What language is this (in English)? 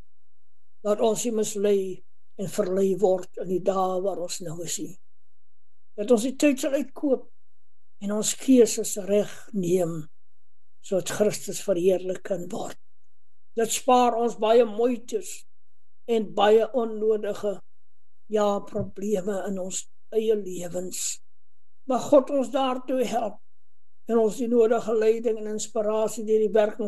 Afrikaans